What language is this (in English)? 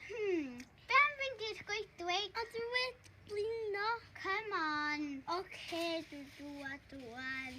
Welsh